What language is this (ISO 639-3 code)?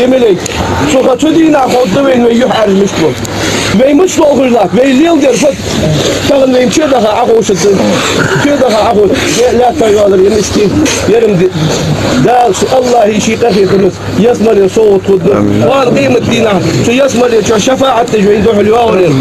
inh